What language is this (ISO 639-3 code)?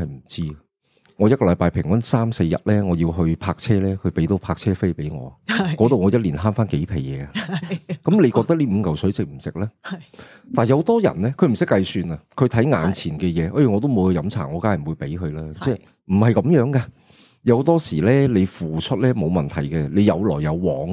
yue